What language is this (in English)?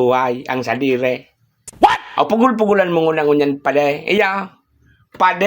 Bikol